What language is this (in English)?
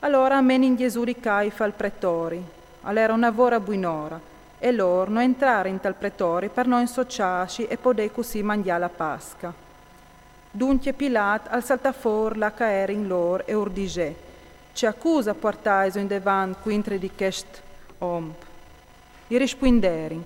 Friulian